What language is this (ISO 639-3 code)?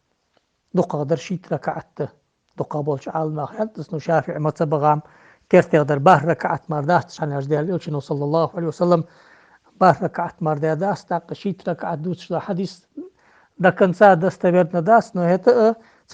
inh